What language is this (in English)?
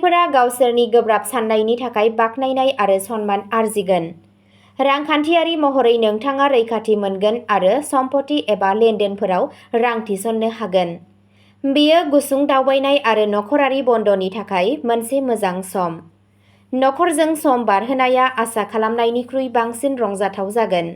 Bodo